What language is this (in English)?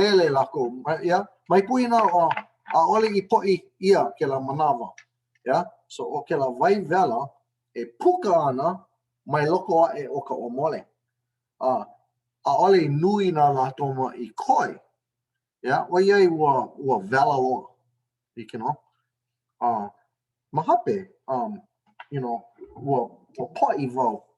Hawaiian